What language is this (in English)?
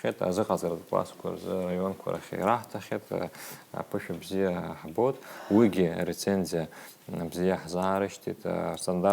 Abkhazian